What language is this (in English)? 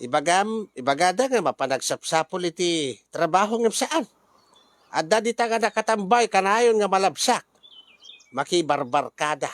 Iloko